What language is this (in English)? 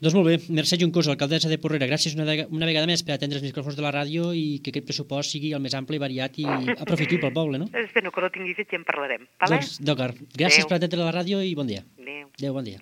Catalan